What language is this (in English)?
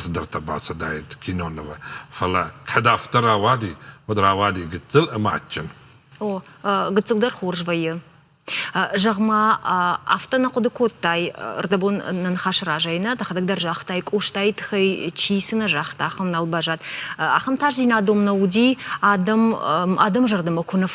Ossetic